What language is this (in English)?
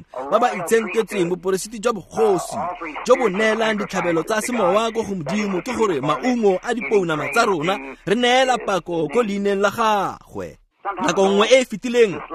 Tswana